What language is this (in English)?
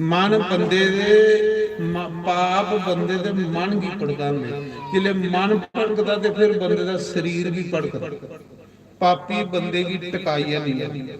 Dogri